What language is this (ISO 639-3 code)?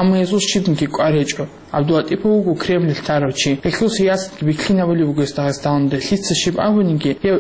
ava